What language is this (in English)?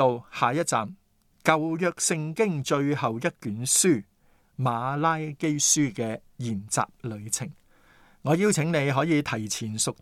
Cantonese